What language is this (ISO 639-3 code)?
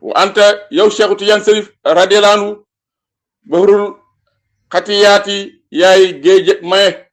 wol